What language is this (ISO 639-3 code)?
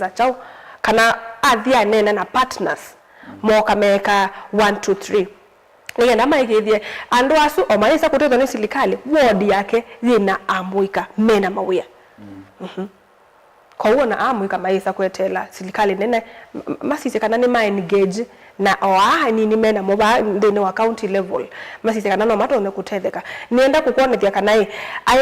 kam